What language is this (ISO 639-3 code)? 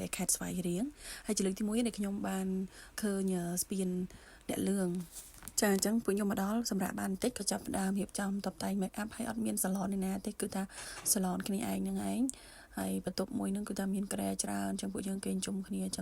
khm